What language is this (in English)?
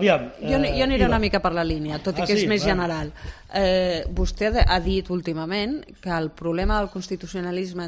Catalan